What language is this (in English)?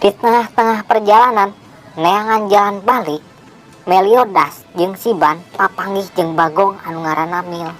Sundanese